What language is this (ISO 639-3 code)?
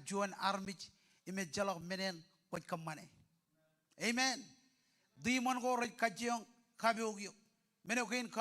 mah